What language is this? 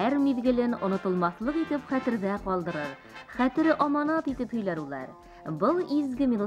Bashkir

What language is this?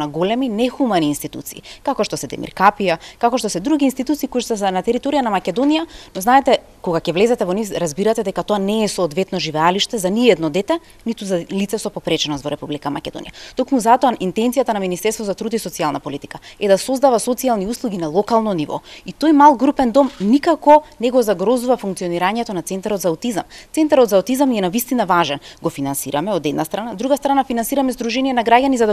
Macedonian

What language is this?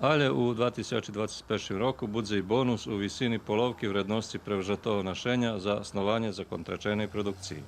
Rusyn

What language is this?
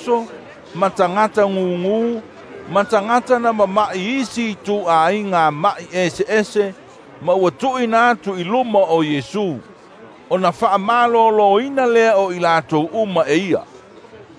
Samoan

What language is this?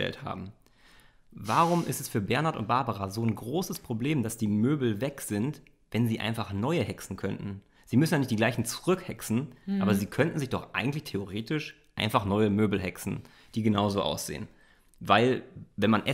German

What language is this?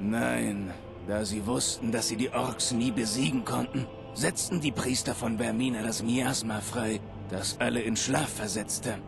Bavarian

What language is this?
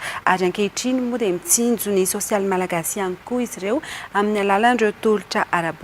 Malagasy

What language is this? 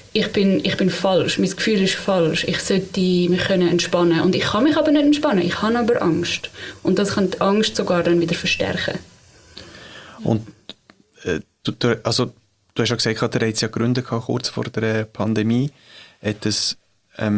German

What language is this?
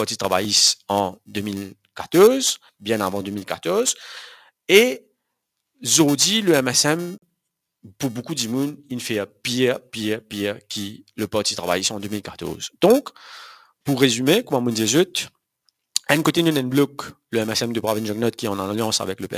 Morisyen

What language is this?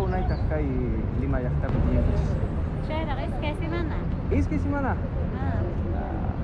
South Bolivian Quechua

